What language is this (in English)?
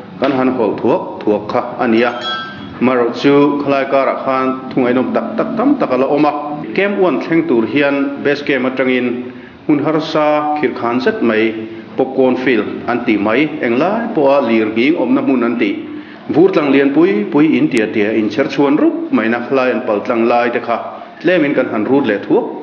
Mizo